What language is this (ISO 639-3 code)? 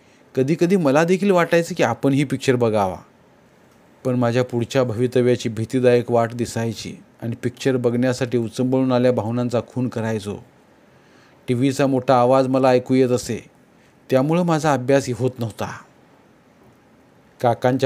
mar